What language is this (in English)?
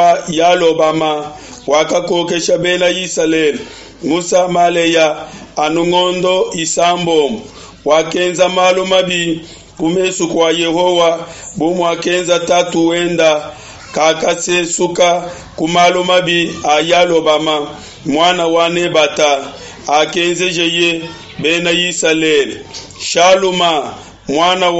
Luba-Lulua